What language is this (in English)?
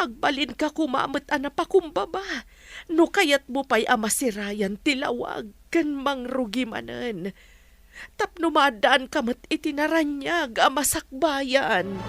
Iloko